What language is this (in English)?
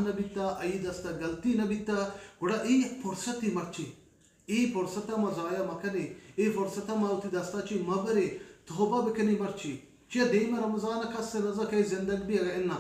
Baluchi